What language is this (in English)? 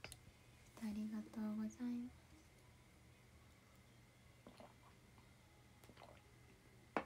Japanese